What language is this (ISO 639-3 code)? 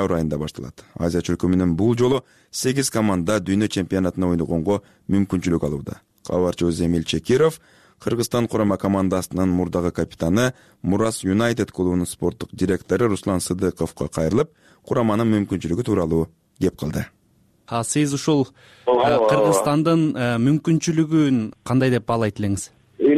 kir